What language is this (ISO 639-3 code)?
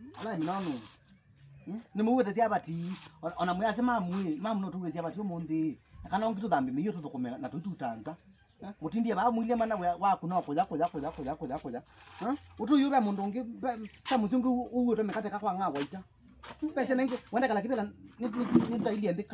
kam